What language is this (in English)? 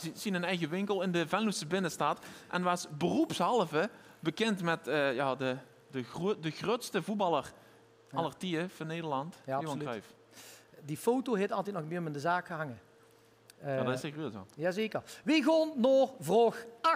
Limburgish